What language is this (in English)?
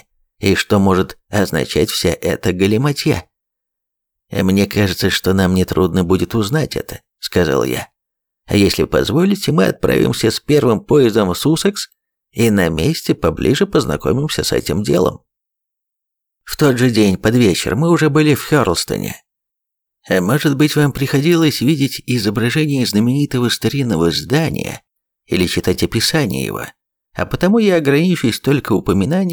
Russian